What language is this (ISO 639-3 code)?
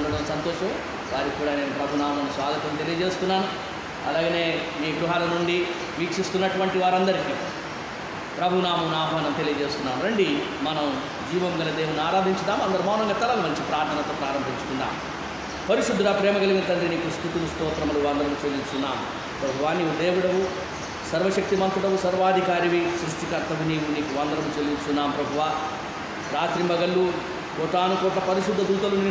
tel